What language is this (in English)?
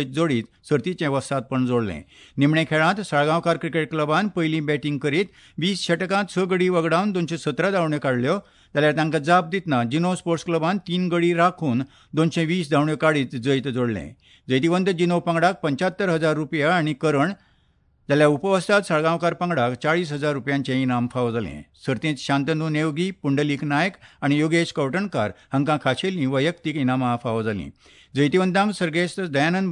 Konkani